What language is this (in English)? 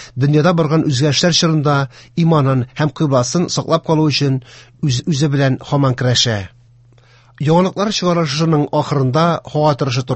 Tatar